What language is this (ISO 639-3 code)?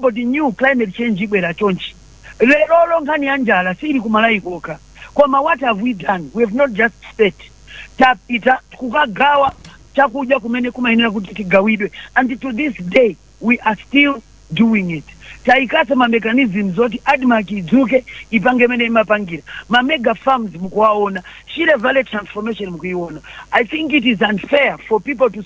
nya